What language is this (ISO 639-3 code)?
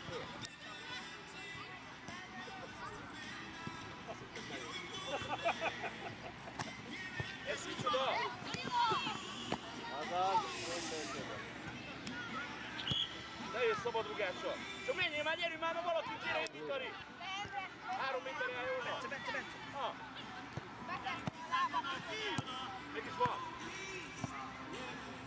hun